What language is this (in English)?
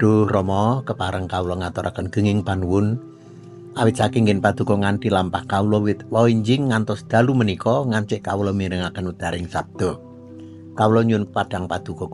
Javanese